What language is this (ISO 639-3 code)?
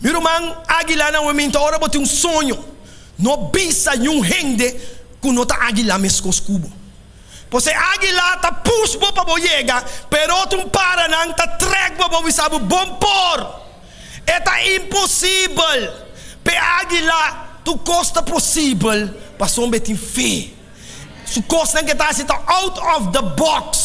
pap